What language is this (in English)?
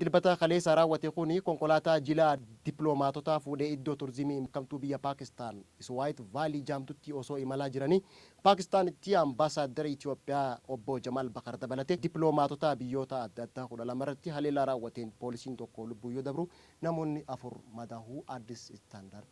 Oromo